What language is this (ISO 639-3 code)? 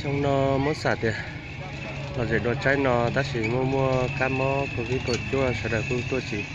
hmn